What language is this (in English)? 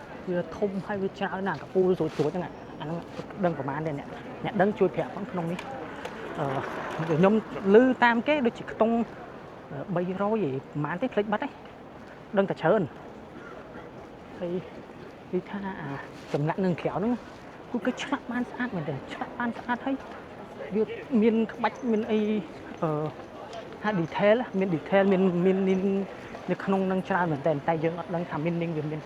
Khmer